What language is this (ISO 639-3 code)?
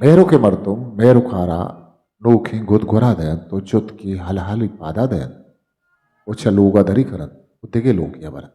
bgp